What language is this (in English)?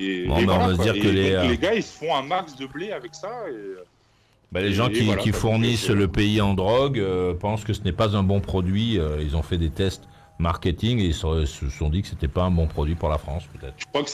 French